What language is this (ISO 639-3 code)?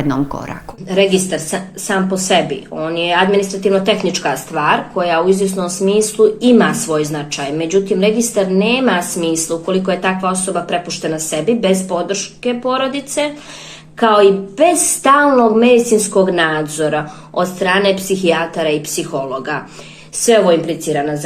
bos